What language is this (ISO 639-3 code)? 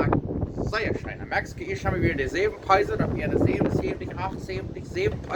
pdt